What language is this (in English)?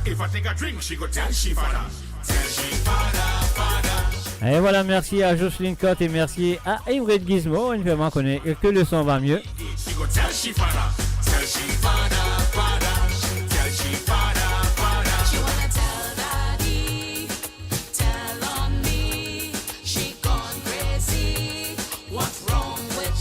Morisyen